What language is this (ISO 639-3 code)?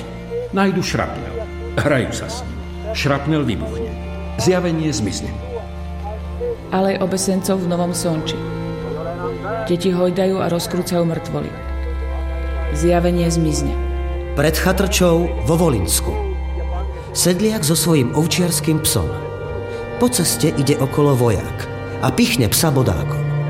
slk